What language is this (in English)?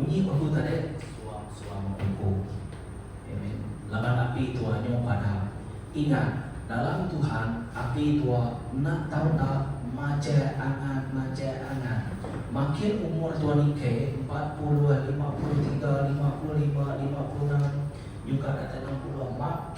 Iban